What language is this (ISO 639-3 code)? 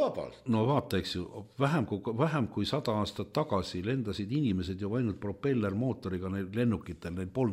est